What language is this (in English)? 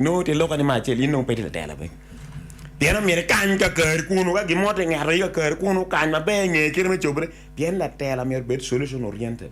Acoli